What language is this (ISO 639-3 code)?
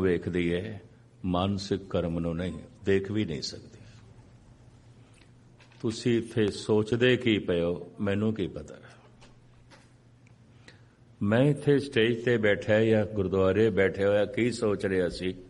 pan